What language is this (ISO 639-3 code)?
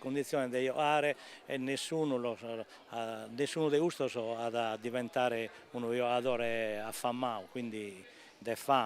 srd